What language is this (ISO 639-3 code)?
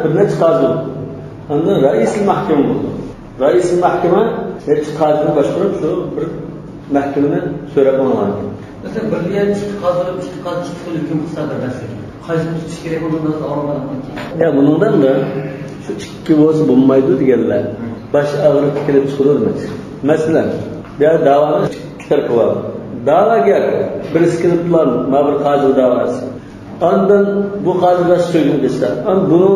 uig